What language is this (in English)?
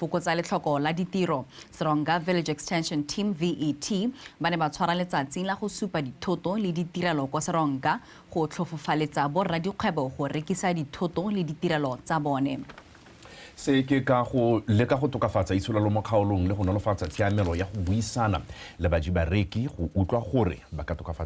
Tswana